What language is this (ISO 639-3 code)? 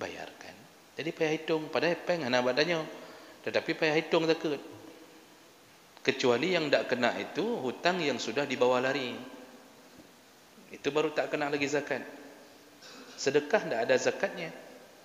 msa